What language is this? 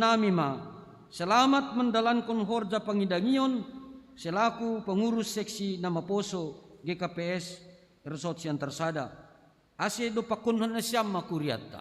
Batak Simalungun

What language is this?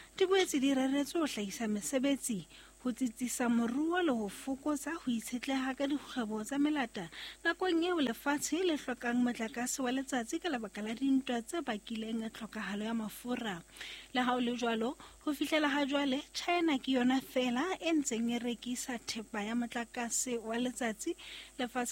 Southern Sotho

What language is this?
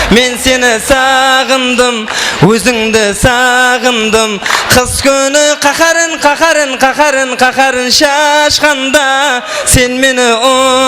Kara-Kalpak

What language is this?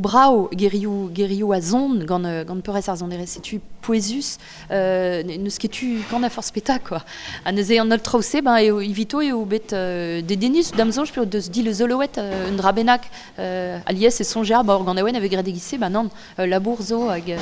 Breton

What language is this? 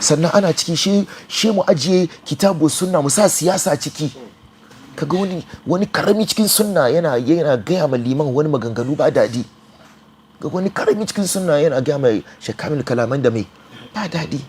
Hausa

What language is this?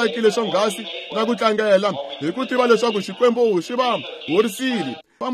Tsonga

